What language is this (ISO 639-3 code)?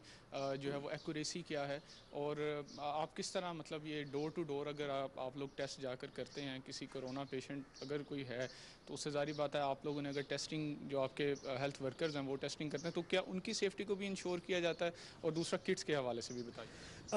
urd